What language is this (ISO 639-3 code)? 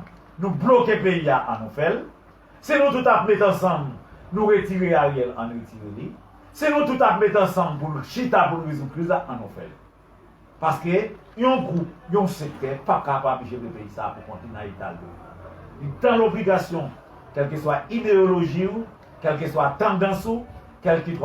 hat